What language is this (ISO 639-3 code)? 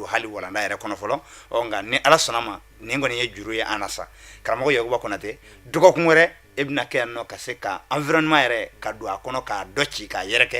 bam